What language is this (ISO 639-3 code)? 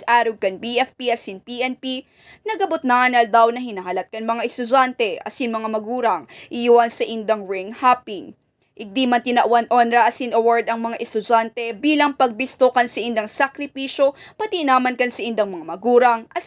bik